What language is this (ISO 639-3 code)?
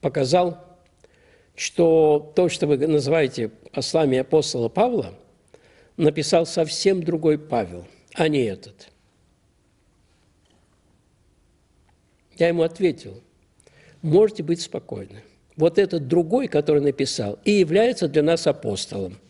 rus